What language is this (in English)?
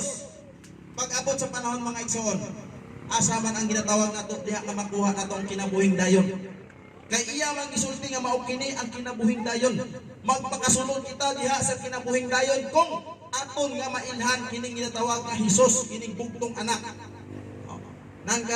Cebuano